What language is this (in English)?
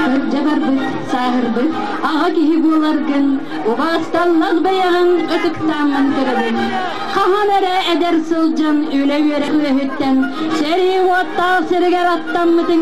Yakut